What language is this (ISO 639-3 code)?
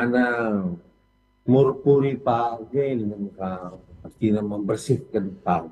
btx